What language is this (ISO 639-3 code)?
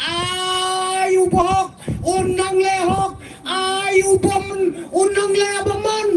kha